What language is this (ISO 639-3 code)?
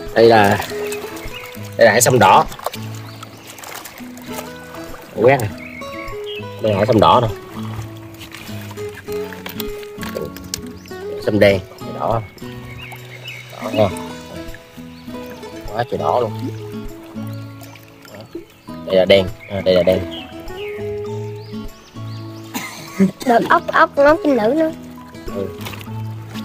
vie